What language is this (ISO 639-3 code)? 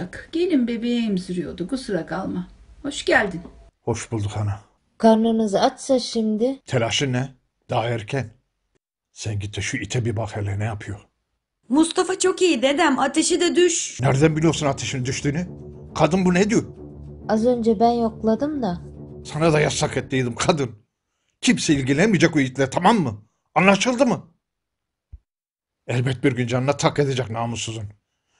tur